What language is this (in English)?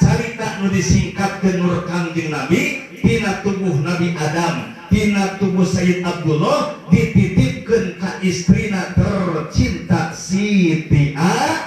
Sundanese